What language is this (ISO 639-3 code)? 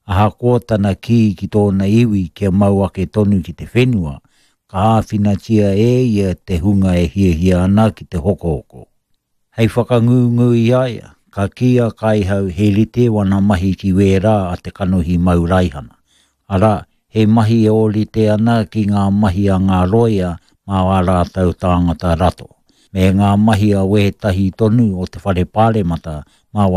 mri